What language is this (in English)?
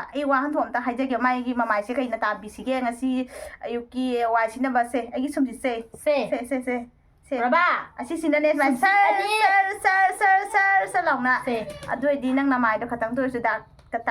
Manipuri